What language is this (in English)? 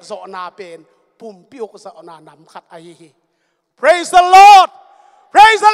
Tedim Chin